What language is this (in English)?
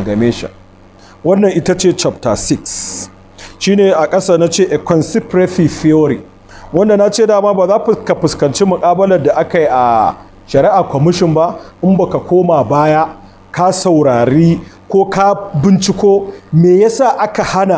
Hausa